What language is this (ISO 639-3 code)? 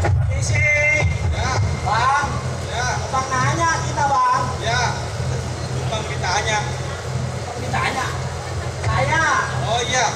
bew